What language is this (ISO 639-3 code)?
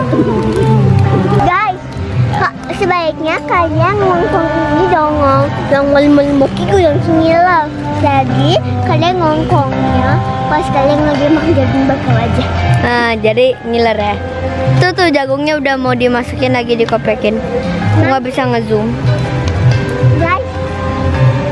ind